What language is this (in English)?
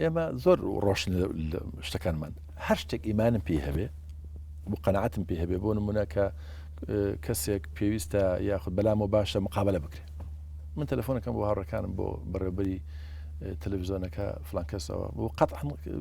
Central Kurdish